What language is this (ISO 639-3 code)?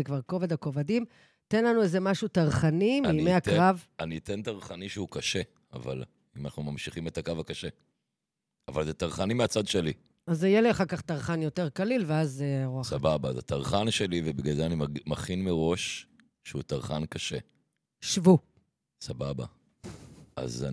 heb